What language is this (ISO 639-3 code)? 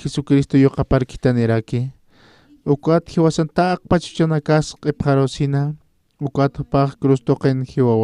aym